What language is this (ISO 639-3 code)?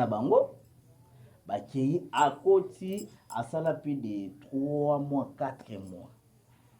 lin